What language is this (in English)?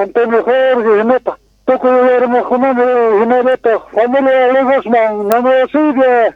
South Bolivian Quechua